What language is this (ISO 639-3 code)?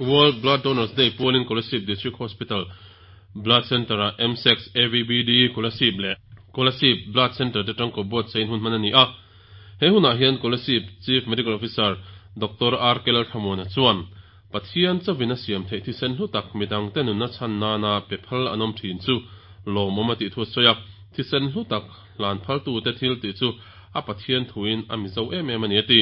lus